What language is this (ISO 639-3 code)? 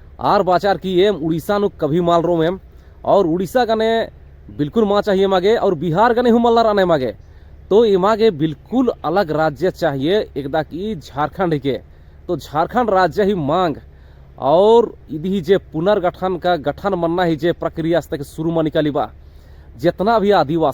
kru